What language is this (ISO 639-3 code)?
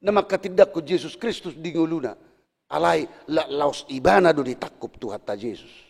bbc